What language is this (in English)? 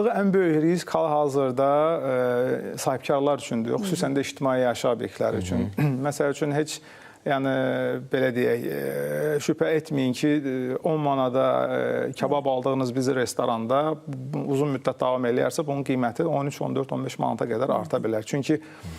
Azerbaijani